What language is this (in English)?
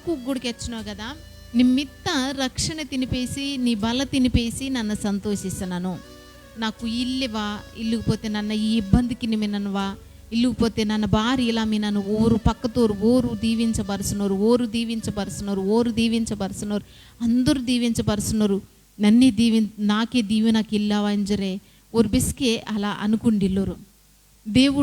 Koya